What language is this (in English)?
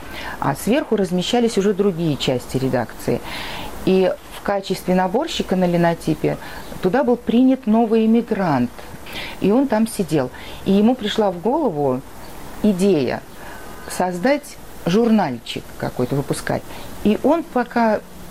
Russian